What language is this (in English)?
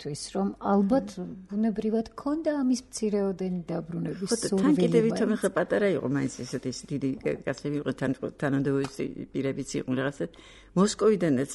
Georgian